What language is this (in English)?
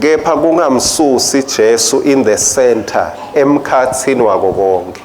Swati